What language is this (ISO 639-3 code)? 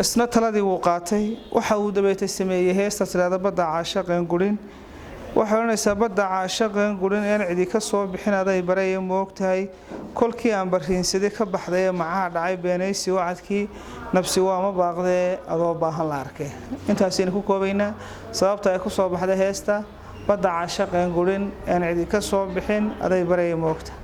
som